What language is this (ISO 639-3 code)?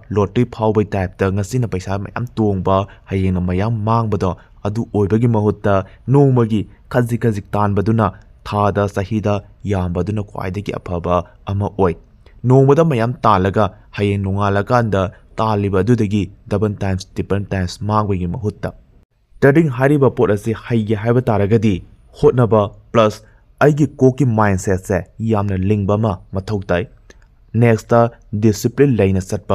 mni